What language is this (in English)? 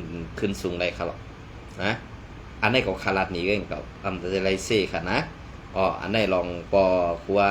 Shan